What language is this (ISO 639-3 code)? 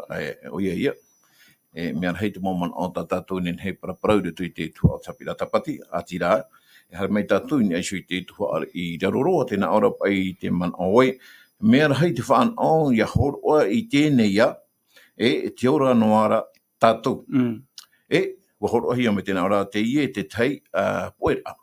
tah